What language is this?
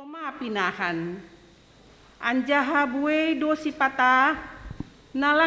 Batak Simalungun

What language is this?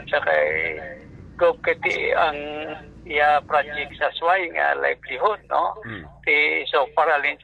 Hiligaynon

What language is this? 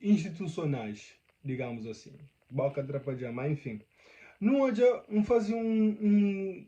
Kabuverdianu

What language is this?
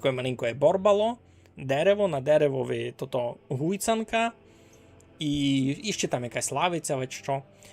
Rusyn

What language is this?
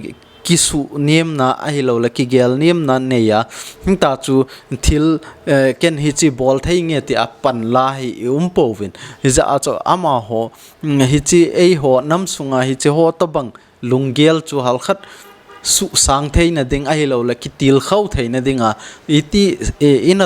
Thado Chin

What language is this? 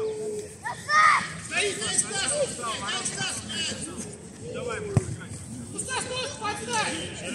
Russian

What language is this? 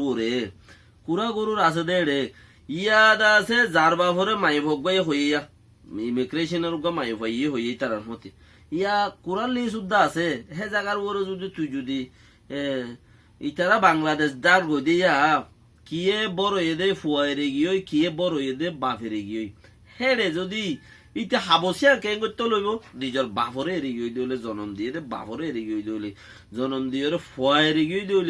Rohingya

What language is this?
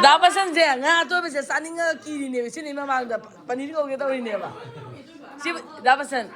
Manipuri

